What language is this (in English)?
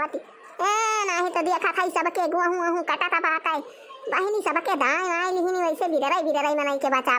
Awadhi